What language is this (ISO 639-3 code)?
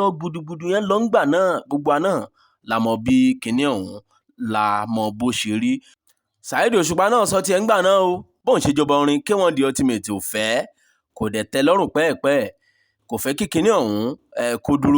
yor